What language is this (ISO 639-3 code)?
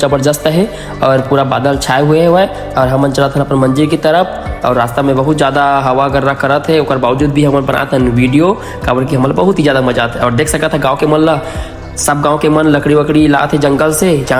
hne